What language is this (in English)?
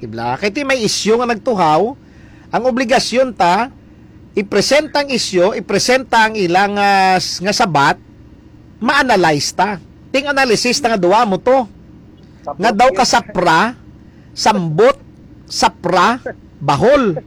Hiligaynon